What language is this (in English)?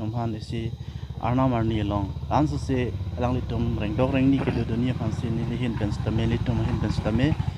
Karbi